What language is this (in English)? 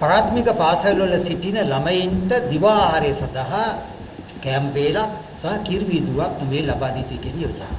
Sinhala